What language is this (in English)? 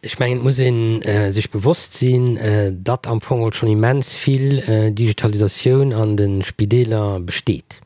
Luxembourgish